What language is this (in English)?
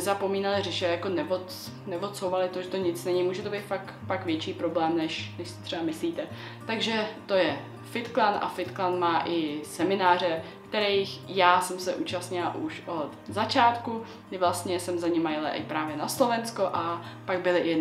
Czech